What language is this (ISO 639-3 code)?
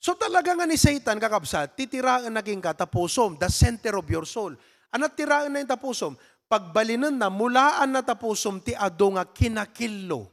ilo